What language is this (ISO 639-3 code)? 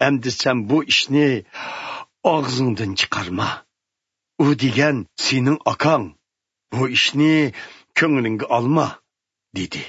uig